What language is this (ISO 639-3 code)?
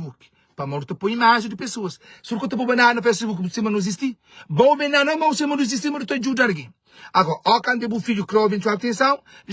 kea